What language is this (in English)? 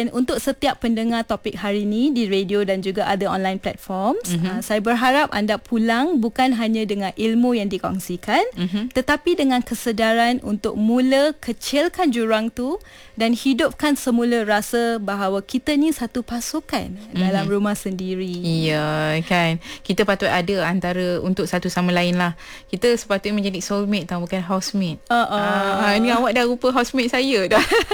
Malay